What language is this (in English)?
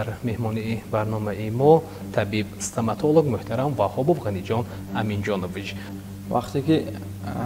Tajik